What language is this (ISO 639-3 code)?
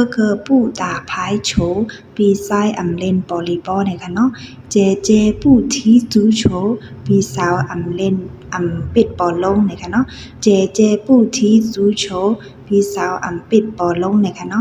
shn